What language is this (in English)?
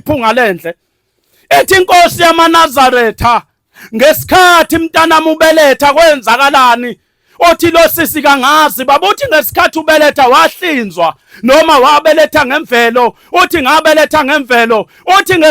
Zulu